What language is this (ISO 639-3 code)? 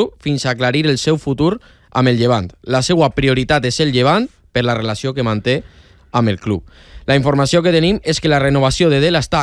cat